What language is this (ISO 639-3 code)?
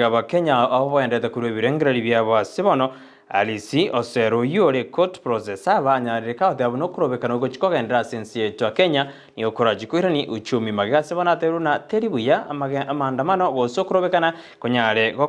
guz